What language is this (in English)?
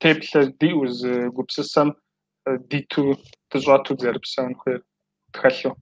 Kabardian